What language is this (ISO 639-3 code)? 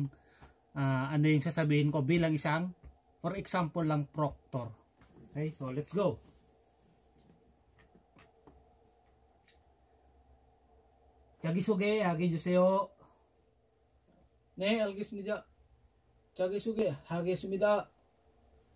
fil